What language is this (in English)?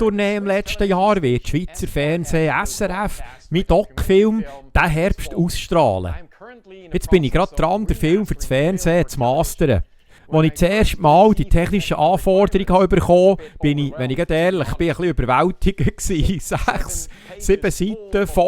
Swiss German